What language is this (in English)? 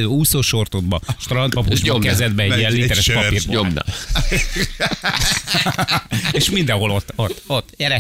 Hungarian